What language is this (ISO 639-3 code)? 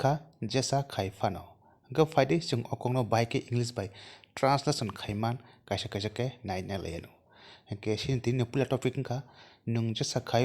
trp